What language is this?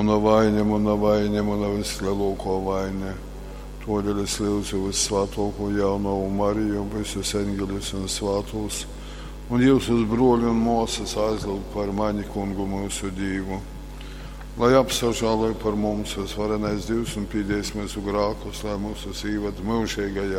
Latgalian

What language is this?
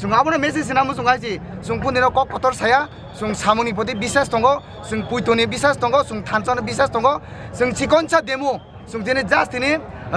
Kok Borok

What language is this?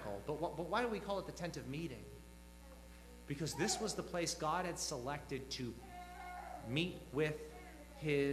English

